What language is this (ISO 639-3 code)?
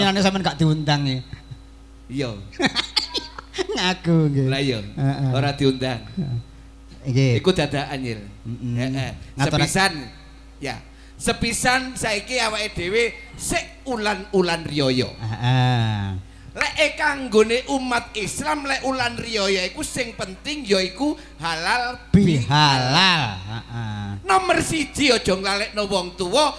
jav